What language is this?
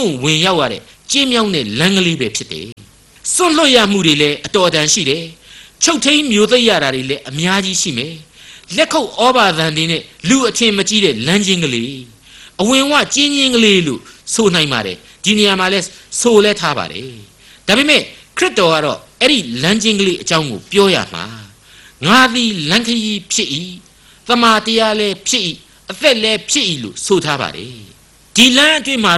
Burmese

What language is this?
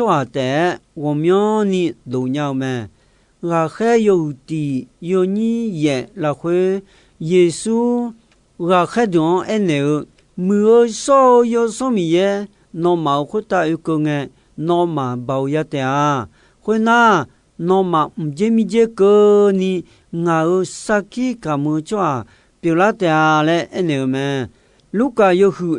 Akha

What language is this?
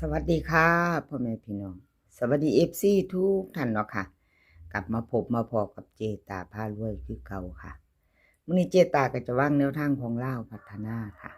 Northeastern Thai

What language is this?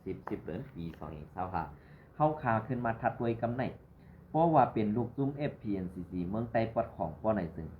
Shan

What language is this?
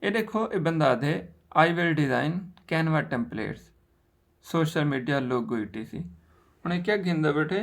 Saraiki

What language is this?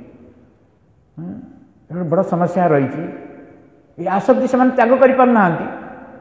Odia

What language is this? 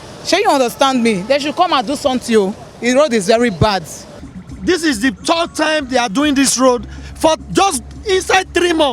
Nigerian Pidgin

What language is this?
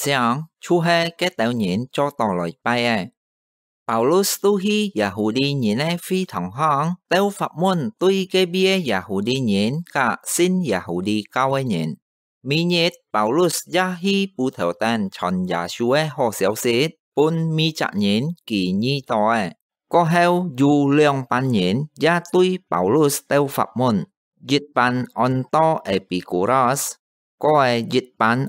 Hakka Chinese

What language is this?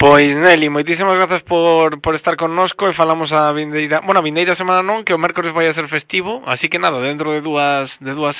Galician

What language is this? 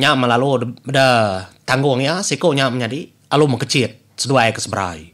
Iban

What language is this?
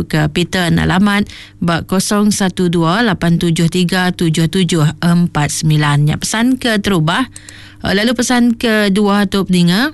Iban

